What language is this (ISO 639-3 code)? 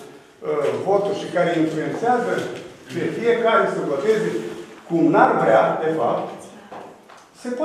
ron